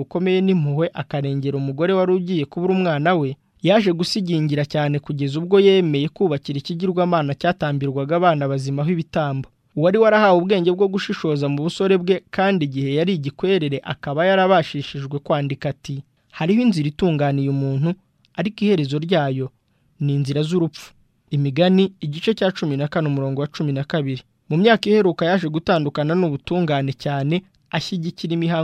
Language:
Kinyarwanda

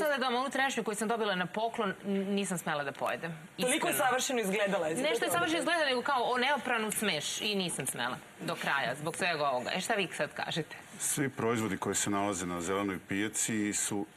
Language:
Serbian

